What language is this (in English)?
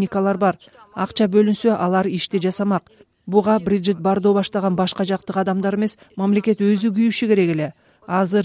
Kyrgyz